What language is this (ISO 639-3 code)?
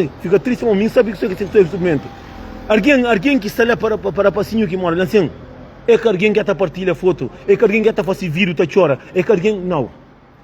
kea